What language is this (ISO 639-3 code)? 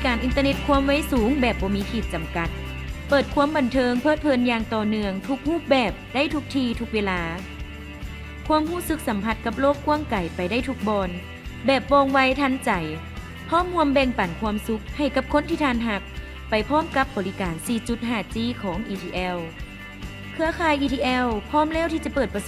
lao